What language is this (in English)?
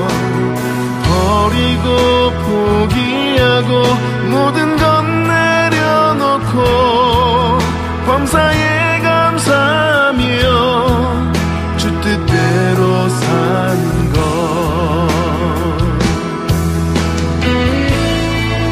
Korean